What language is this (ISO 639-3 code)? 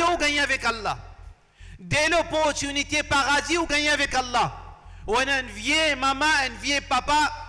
mfe